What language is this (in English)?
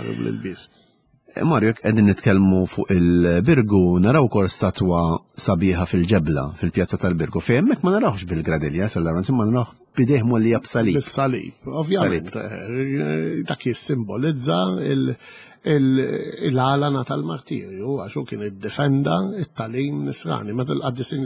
Maltese